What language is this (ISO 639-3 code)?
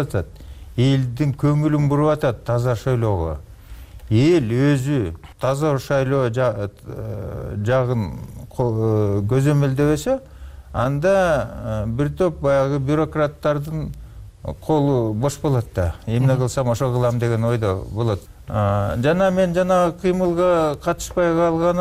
kir